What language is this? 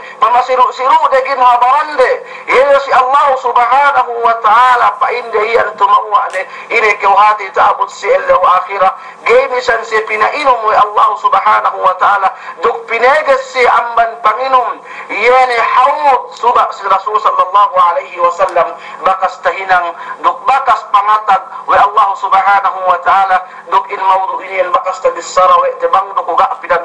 Yakan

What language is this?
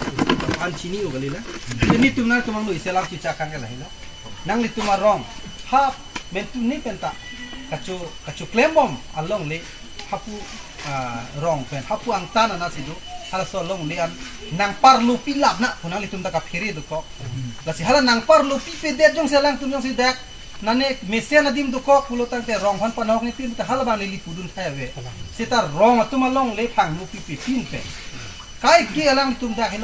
Karbi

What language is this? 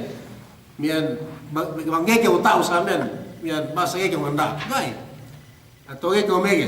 Yakan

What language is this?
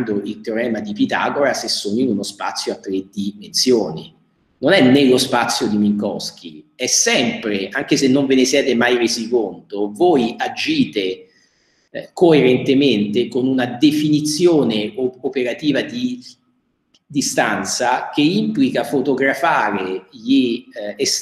Italian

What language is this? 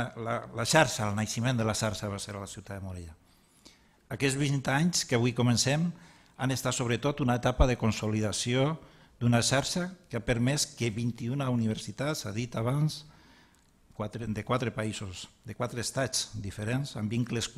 Catalan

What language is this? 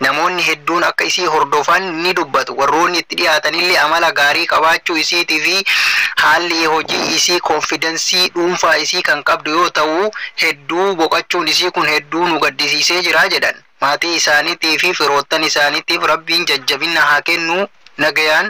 Oromo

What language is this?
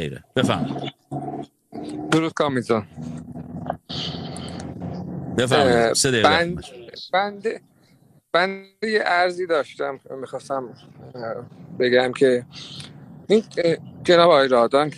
Persian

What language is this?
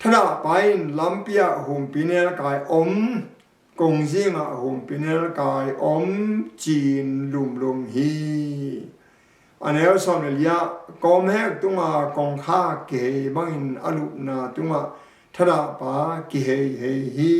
Tedim Chin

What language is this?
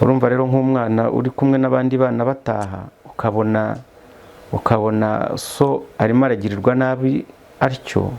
Kinyarwanda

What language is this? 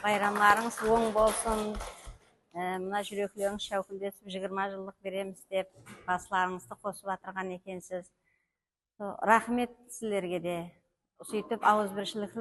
Kara-Kalpak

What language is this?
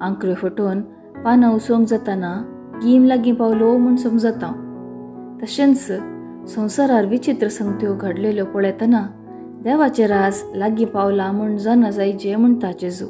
Konkani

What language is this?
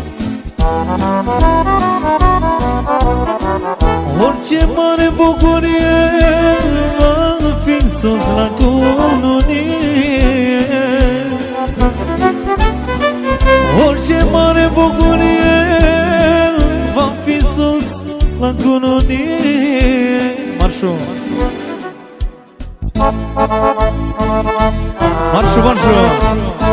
Romanian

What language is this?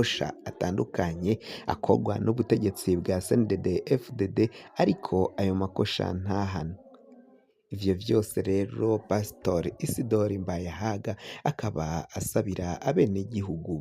Rundi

